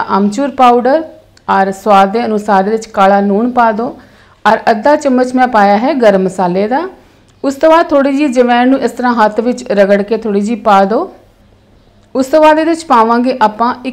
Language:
Punjabi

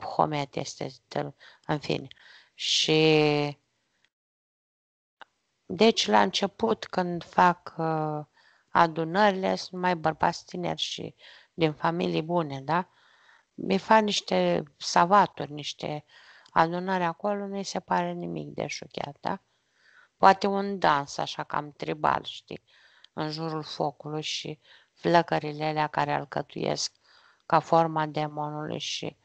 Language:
Romanian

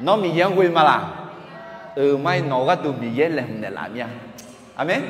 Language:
Akha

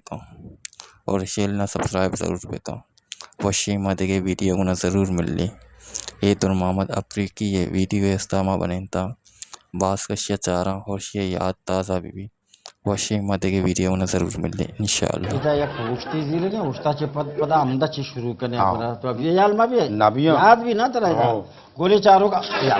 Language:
Baluchi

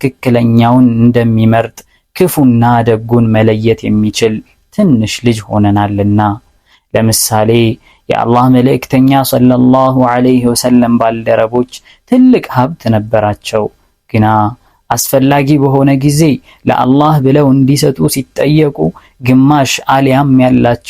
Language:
Amharic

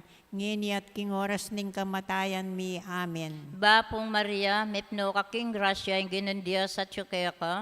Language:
Pampanga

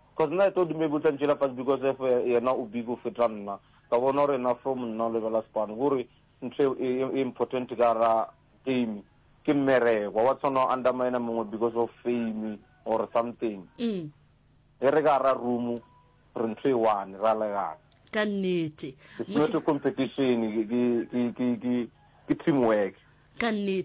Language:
Northern Sotho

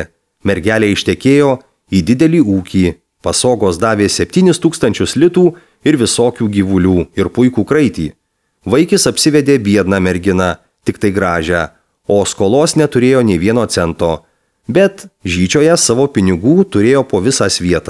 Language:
Lithuanian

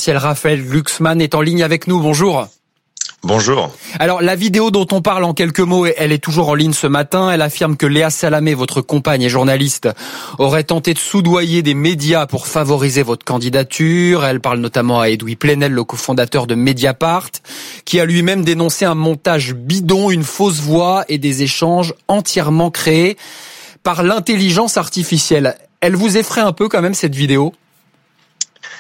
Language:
French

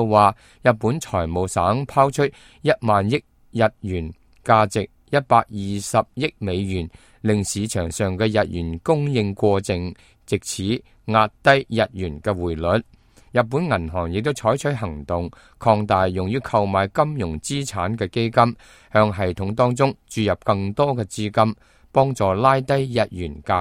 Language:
Cantonese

